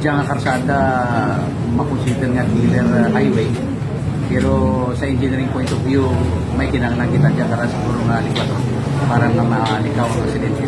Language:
Kinaray-a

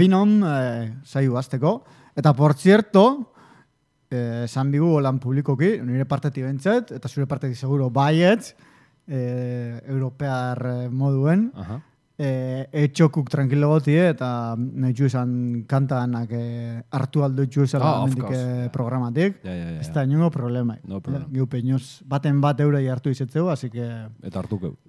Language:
Basque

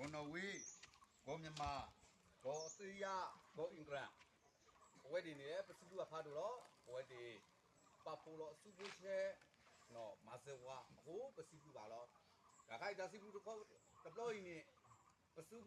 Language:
S'gaw Karen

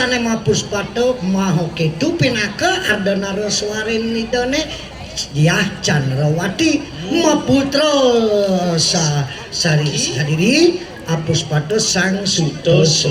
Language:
Balinese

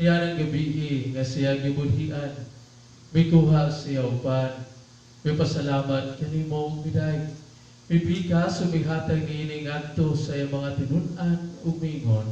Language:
Cebuano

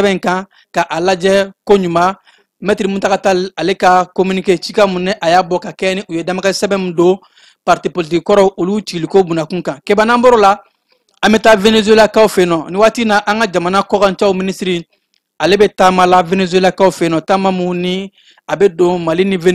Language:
Bambara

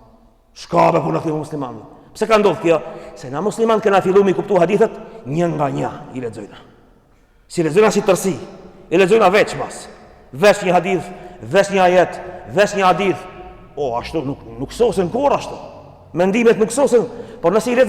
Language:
Albanian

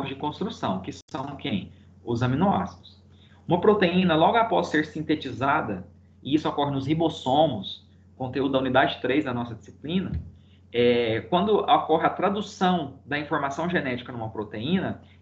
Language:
Portuguese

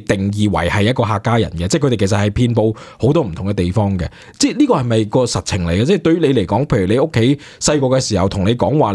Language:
Cantonese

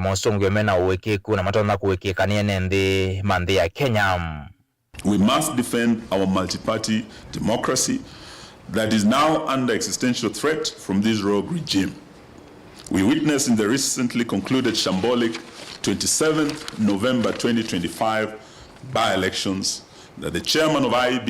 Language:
Kamba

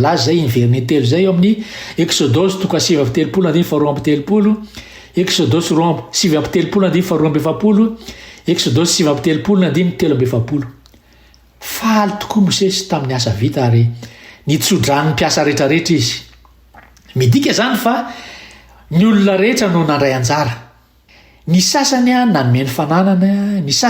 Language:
Malagasy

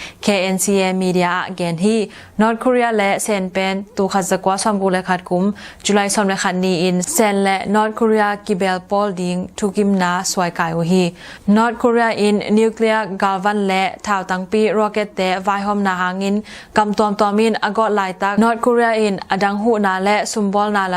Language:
Tedim Chin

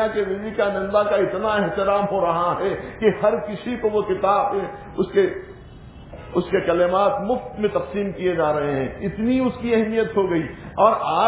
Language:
Urdu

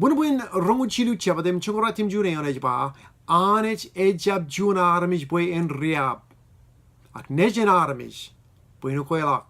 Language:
Marshallese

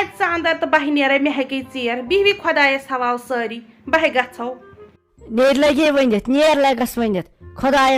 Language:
Kashmiri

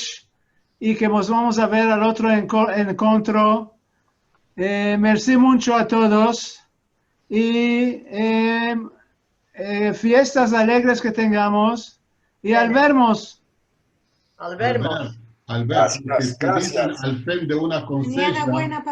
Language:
Ladino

